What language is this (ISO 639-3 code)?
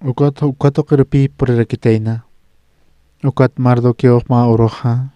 aym